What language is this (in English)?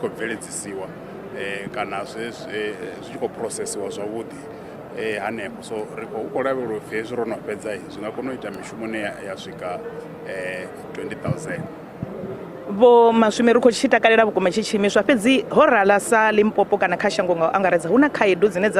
Venda